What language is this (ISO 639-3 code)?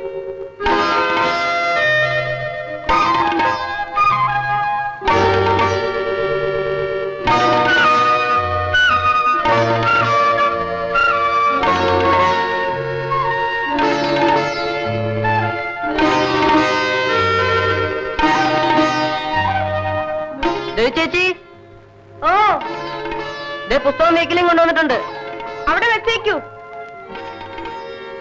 mal